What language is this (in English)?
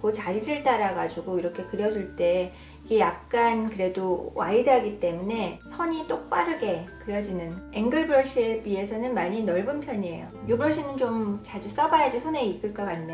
Korean